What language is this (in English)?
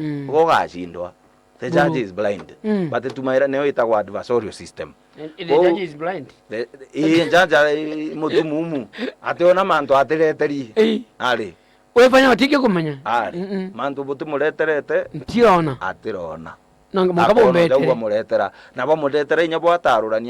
Meru